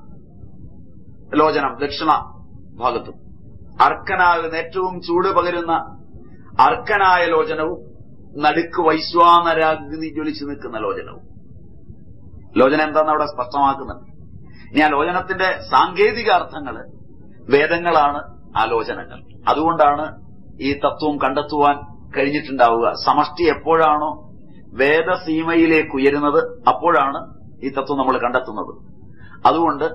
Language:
Malayalam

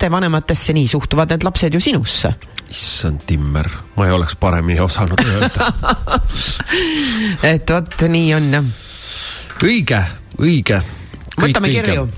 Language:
Estonian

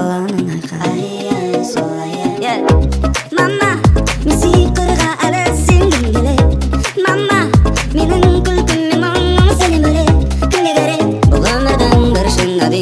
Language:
Kazakh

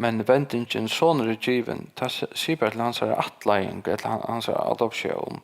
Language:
Faroese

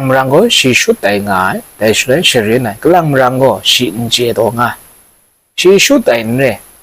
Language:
Kachin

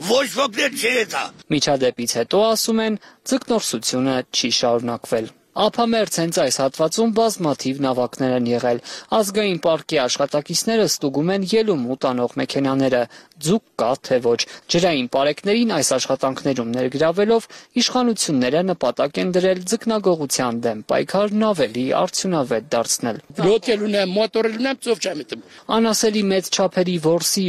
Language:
Armenian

